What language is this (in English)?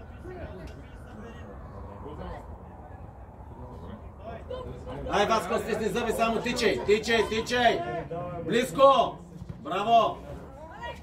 Bulgarian